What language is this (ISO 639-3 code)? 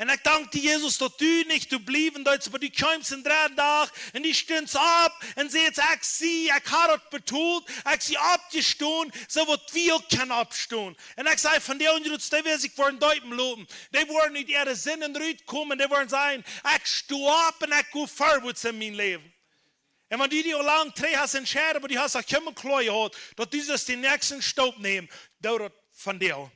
pdt